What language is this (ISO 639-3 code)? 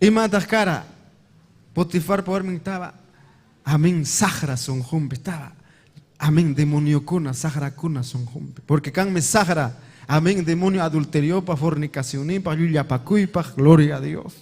quy